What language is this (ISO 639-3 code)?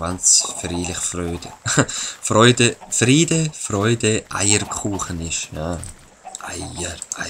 gsw